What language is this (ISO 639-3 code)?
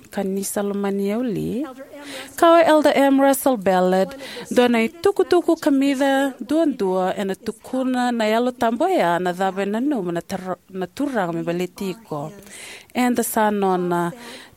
fij